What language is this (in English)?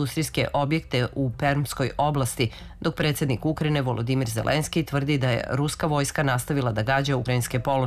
Serbian